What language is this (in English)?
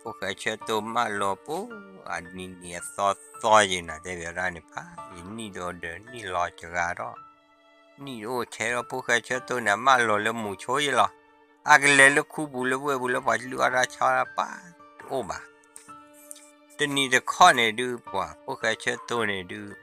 S'gaw Karen